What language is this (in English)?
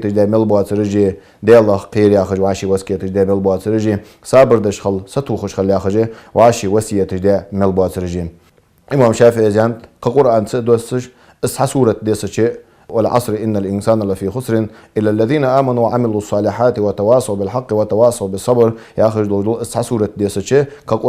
Ingush